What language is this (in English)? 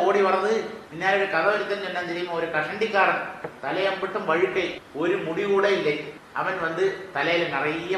Tamil